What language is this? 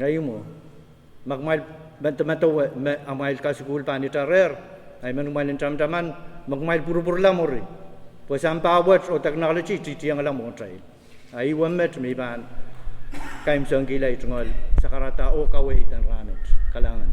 Pohnpeian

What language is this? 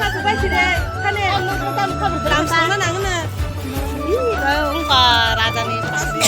Kok Borok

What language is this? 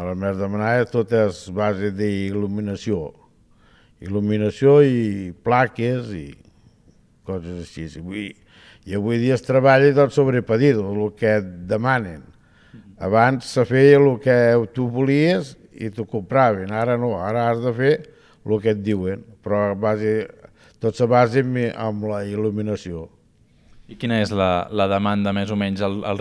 Catalan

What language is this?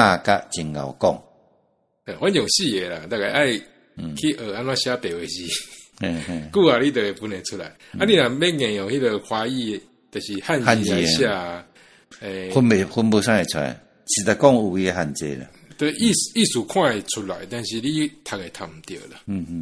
Min Nan Chinese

